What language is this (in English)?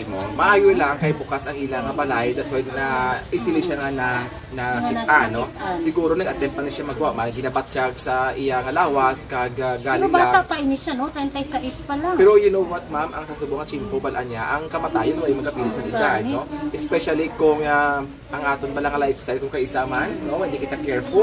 Hiligaynon